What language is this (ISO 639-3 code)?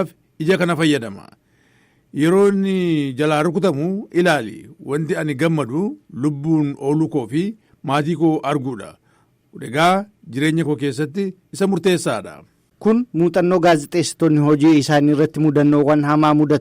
orm